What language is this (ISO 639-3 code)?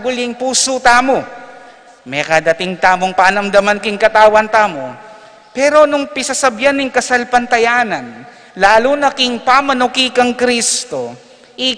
pam